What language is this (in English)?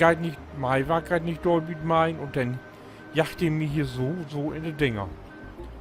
Low German